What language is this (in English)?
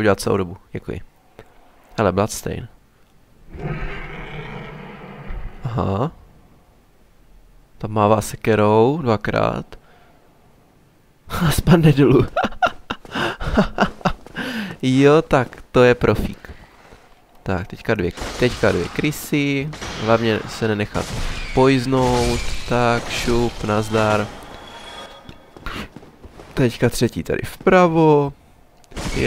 Czech